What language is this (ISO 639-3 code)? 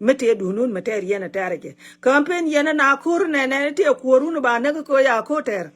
nus